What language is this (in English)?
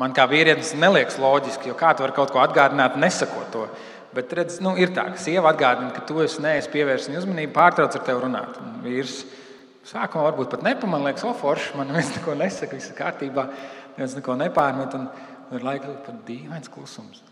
Latvian